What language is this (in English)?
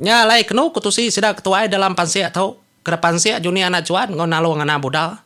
Iban